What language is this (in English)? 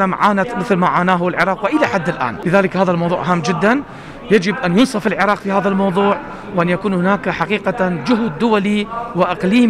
Arabic